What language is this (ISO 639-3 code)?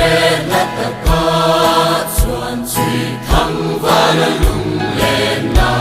lus